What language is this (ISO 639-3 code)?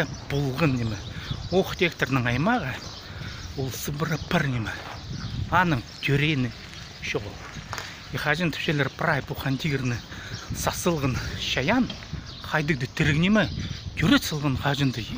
kjh